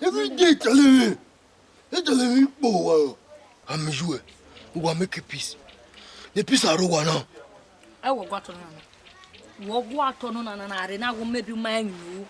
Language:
Bini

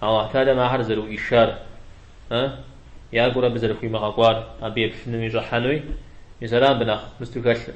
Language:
Kabardian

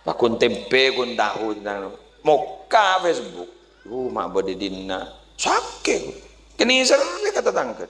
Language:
Madurese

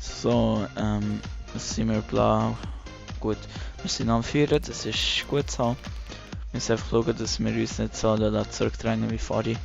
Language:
Swiss German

